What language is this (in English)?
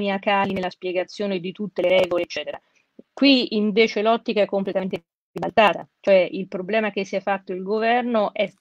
Italian